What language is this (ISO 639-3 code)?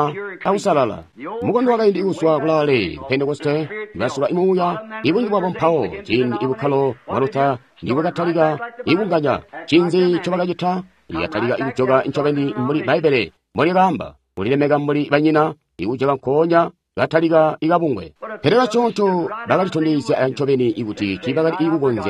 toi